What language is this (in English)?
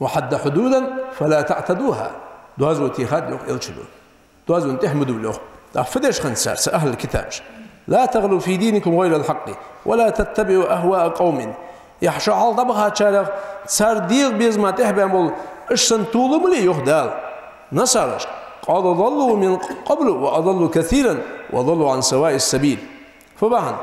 Ingush